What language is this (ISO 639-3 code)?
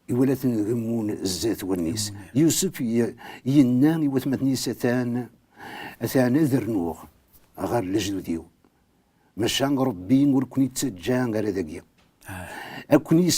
kab